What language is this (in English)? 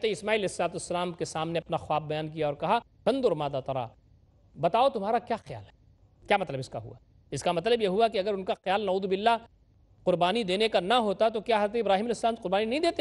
Urdu